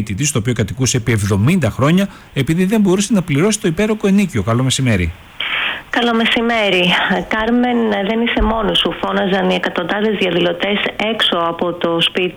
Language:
Greek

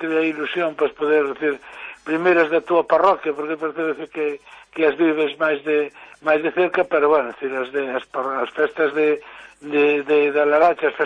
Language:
Galician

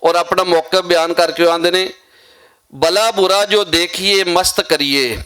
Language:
Western Panjabi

